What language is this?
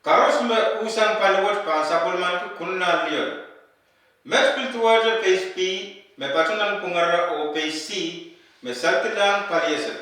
Pohnpeian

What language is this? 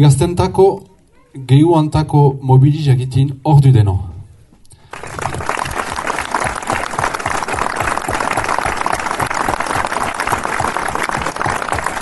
Basque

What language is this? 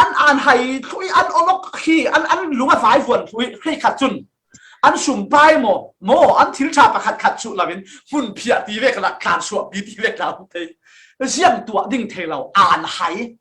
Falam Chin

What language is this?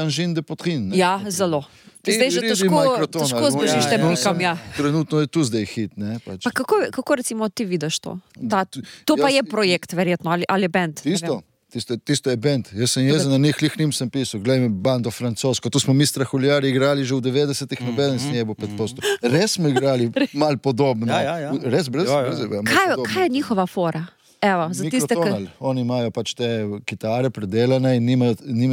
Slovenian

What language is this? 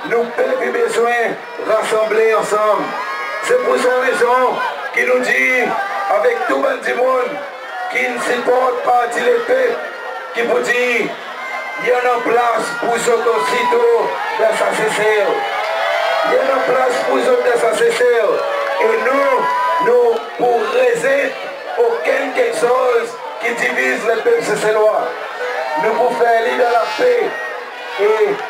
Seselwa Creole French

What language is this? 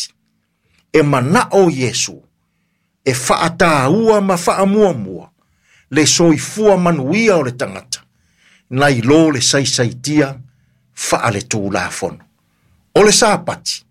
Samoan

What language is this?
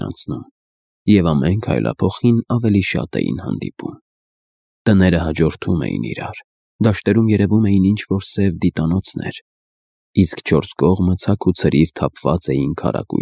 Armenian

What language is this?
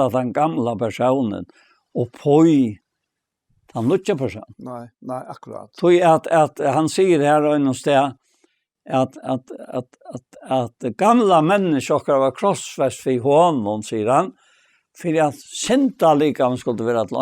Faroese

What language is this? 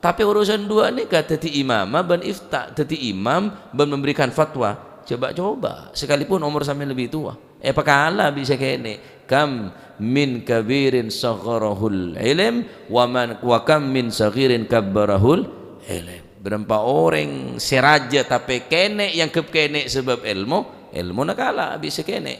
Madurese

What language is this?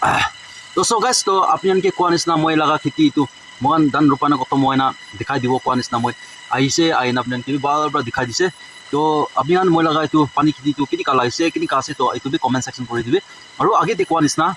Naga Pidgin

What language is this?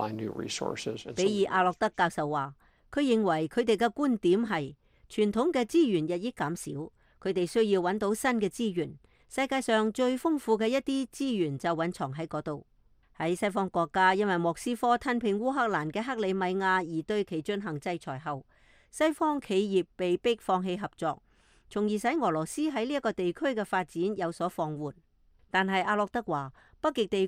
Cantonese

